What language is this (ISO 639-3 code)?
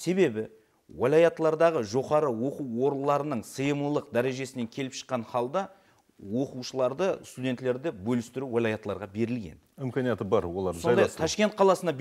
kaa